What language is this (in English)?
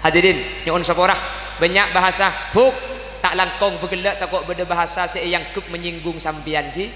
Madurese